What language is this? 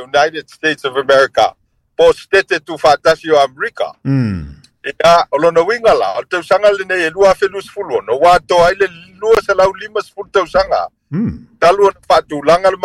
Samoan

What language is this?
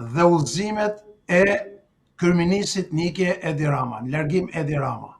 Albanian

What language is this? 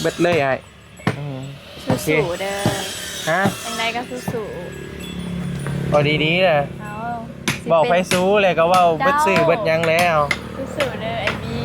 Northeastern Thai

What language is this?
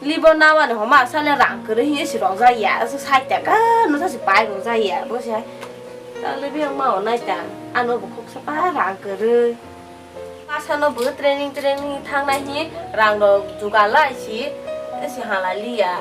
Kok Borok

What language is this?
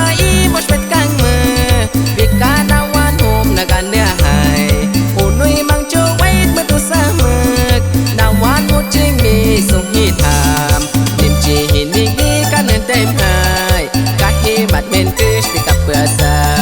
Aguaruna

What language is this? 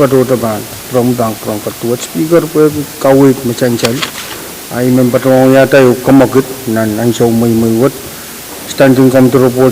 Pohnpeian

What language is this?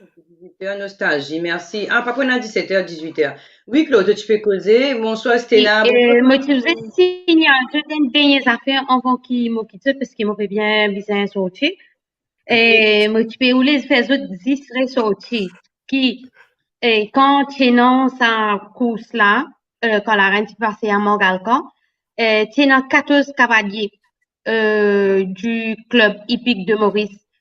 Morisyen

